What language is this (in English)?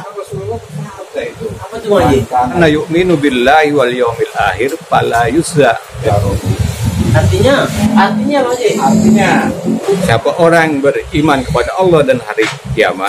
Betawi